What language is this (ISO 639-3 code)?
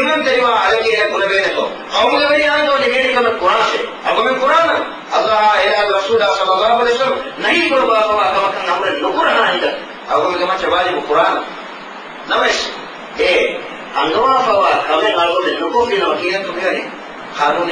div